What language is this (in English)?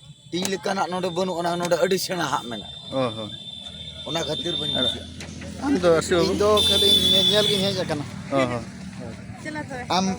Santali